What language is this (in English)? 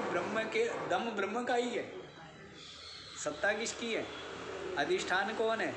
Hindi